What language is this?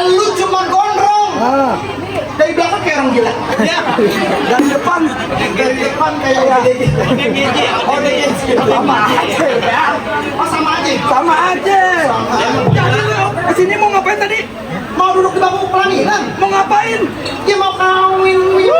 Betawi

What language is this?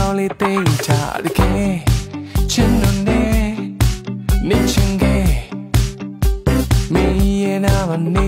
Burmese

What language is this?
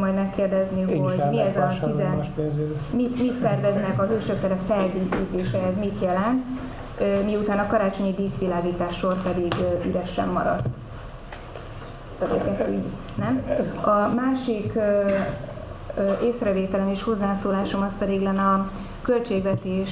Hungarian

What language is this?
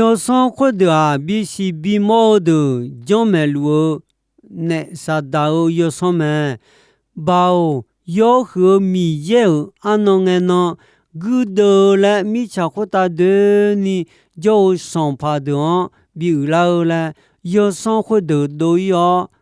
Akha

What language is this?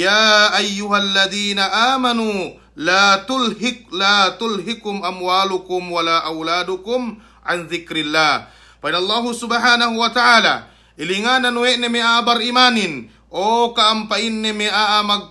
Yakan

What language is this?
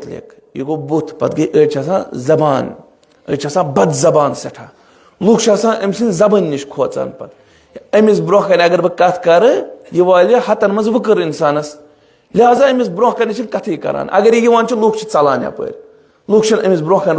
Kashmiri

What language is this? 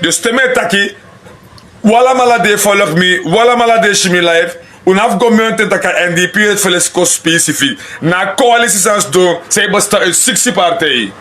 Sranan Tongo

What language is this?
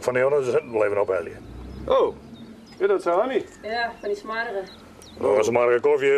Western Frisian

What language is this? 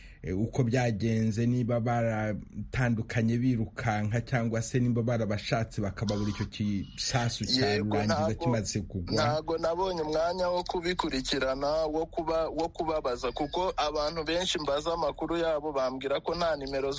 Kinyarwanda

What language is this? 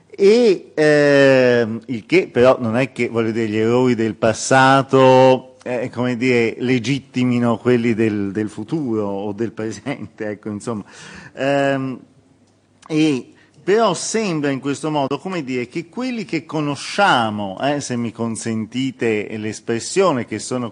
Italian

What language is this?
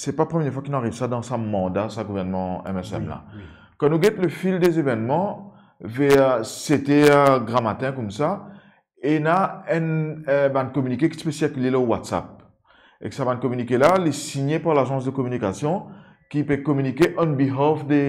Morisyen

